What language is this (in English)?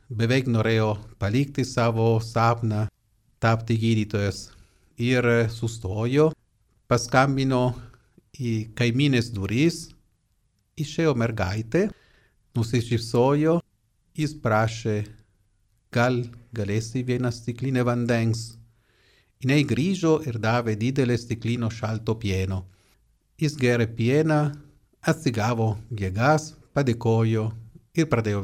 Lithuanian